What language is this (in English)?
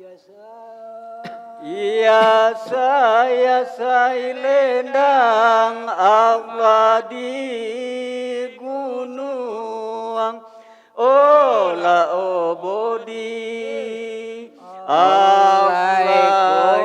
Minangkabau